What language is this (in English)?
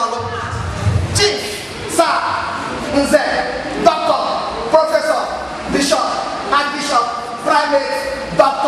Igbo